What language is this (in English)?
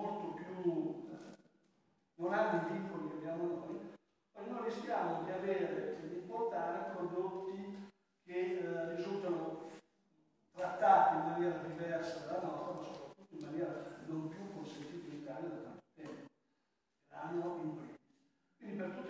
Italian